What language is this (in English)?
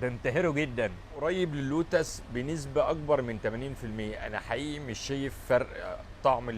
Egyptian Arabic